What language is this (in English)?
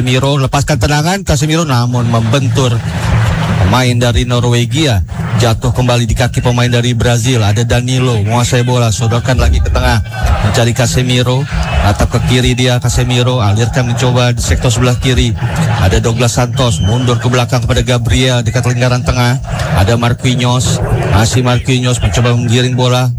Indonesian